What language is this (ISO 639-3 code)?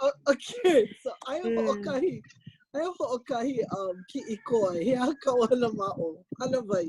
haw